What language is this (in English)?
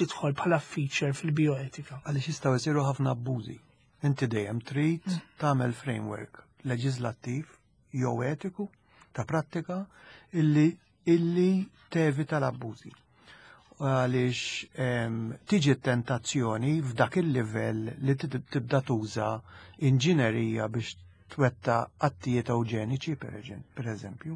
Maltese